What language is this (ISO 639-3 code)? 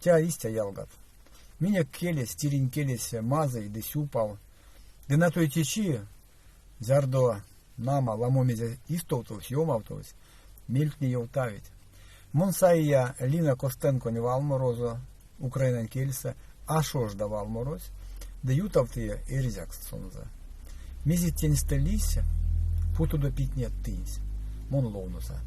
myv